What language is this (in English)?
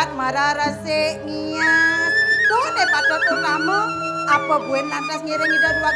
Balinese